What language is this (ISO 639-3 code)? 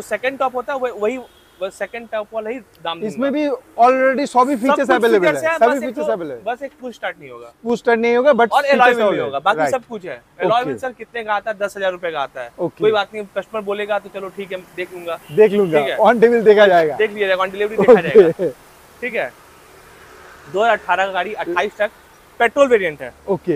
hin